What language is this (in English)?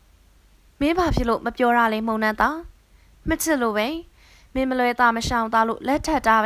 Burmese